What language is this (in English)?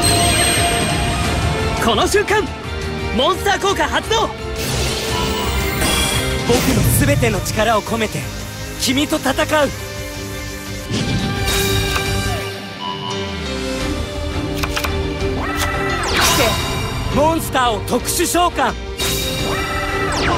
Japanese